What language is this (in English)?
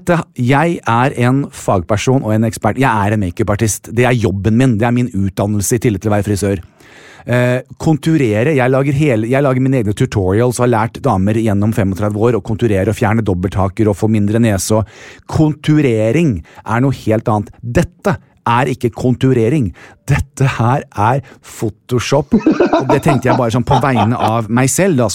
Norwegian